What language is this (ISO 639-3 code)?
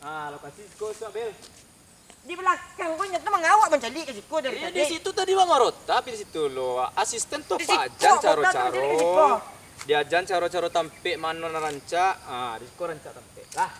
min